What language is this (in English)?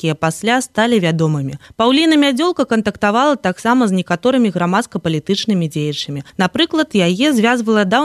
Belarusian